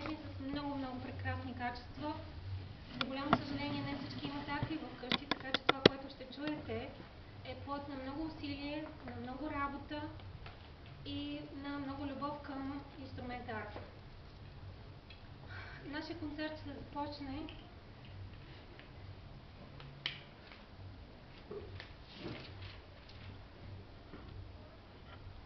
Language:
Bulgarian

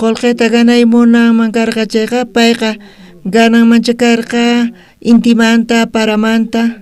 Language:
South Bolivian Quechua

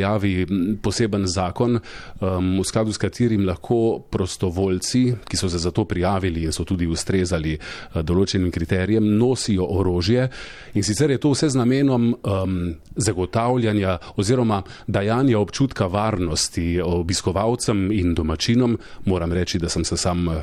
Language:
Slovenian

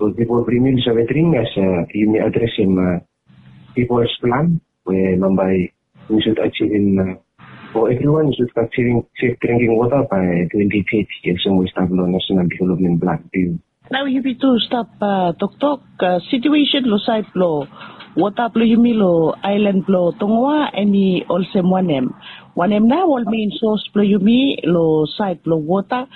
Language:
Bislama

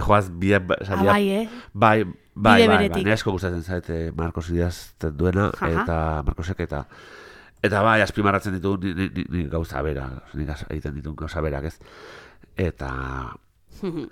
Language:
Basque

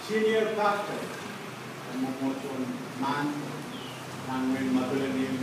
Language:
Pohnpeian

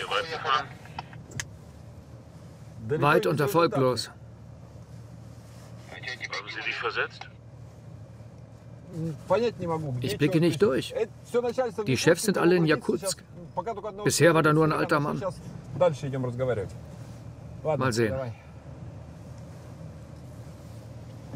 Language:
German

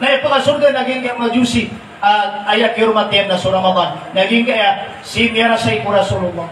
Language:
Maranao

